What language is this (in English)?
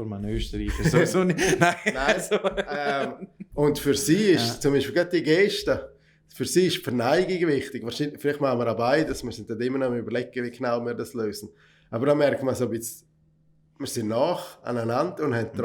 Swiss German